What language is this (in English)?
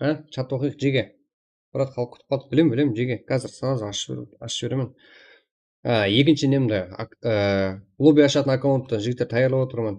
Kara-Kalpak